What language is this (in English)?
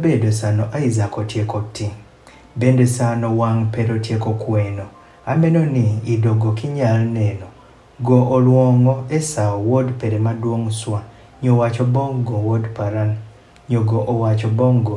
Adhola